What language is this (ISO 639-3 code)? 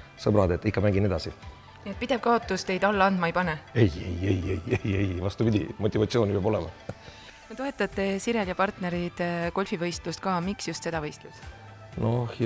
est